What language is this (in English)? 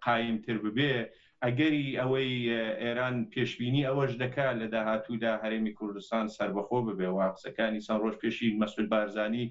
Central Kurdish